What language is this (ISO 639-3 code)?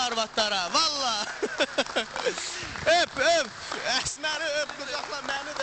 aze